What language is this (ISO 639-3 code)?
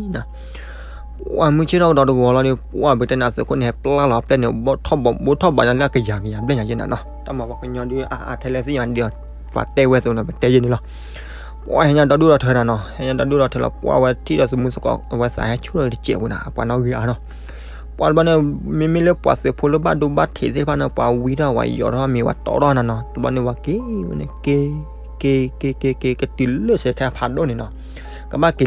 ksw